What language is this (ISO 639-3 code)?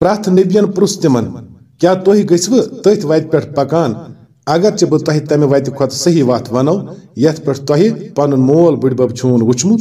kas